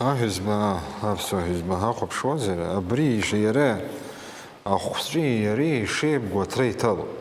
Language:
Abkhazian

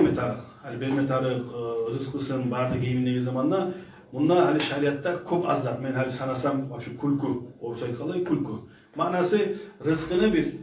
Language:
Kumyk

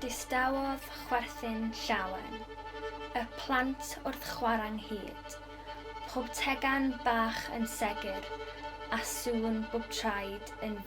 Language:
Welsh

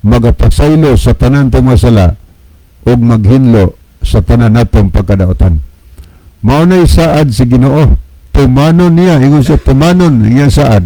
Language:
Cebuano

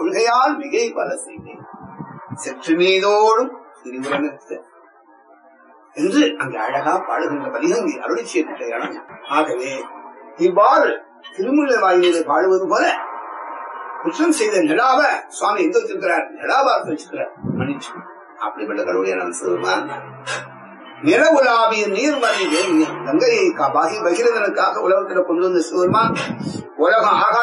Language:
Tamil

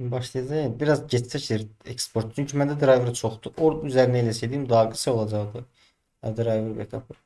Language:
Azerbaijani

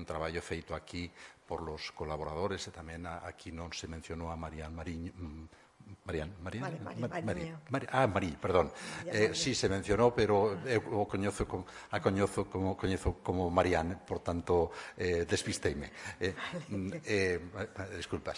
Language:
Galician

